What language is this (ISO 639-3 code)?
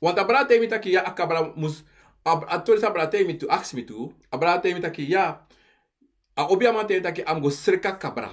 srn